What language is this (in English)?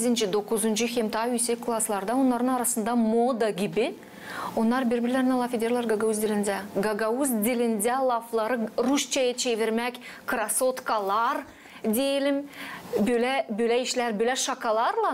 Gagauz